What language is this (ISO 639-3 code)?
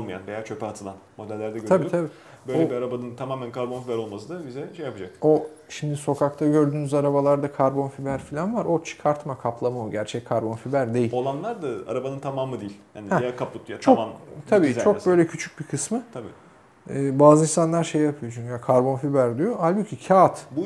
tur